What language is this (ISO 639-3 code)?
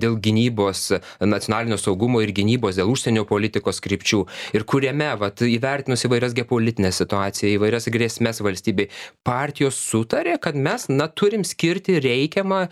lit